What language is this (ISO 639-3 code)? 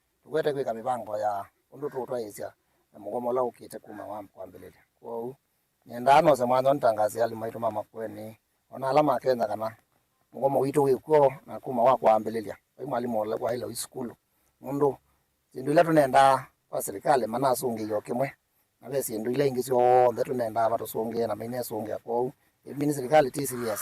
kam